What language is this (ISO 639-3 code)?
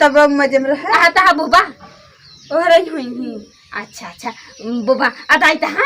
awa